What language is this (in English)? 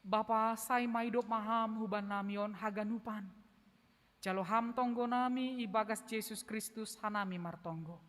Batak Simalungun